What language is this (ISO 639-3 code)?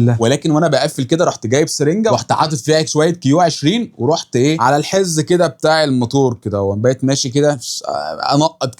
arz